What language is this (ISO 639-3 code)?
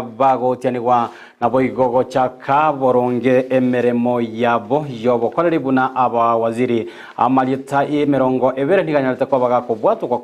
guz